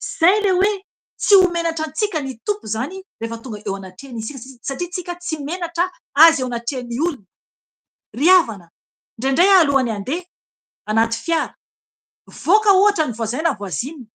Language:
Malagasy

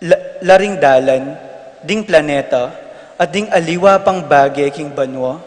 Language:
Pampanga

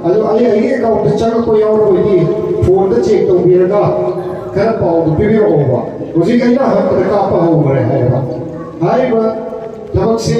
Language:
Manipuri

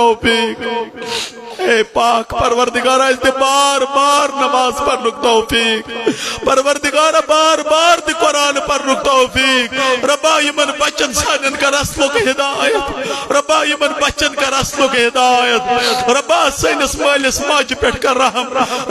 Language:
Kashmiri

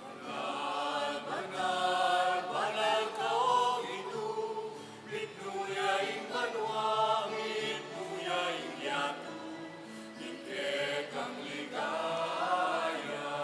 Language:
Pampanga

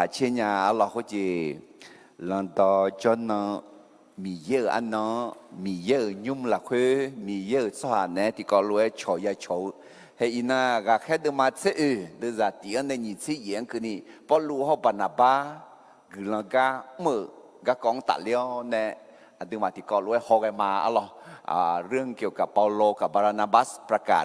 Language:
Akha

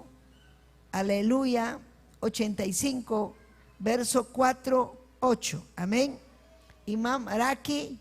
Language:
Ayacucho Quechua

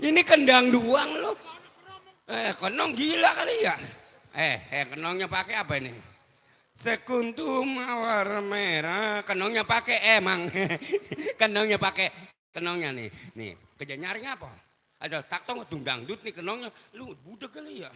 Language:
Betawi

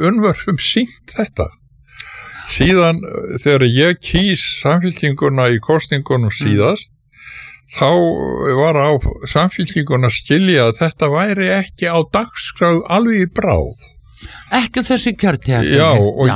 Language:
Icelandic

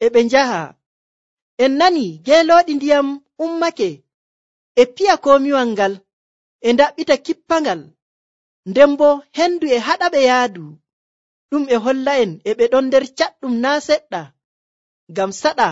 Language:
Nigerian Fulfulde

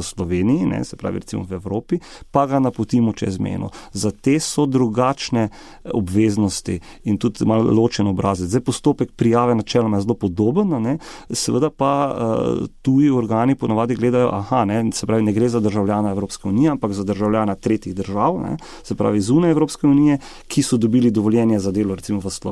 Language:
Slovenian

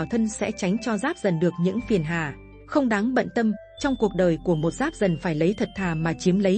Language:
Vietnamese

